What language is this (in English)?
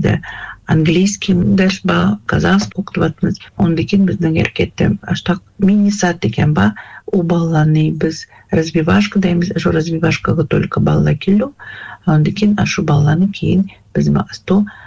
Kazakh